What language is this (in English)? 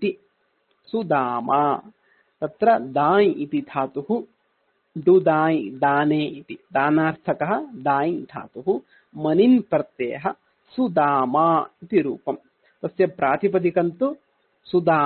Sanskrit